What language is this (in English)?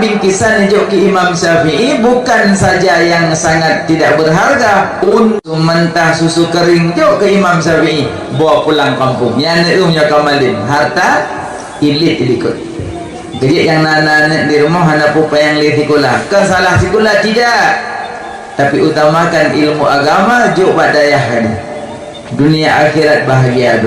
Achinese